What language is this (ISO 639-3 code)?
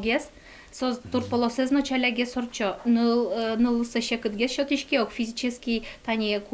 udm